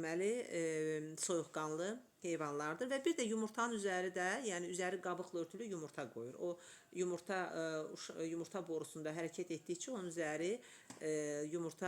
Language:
Azerbaijani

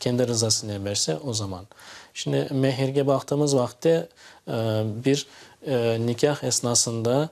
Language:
Crimean Tatar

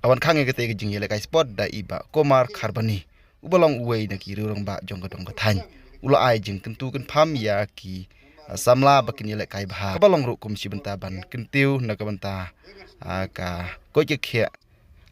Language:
Khasi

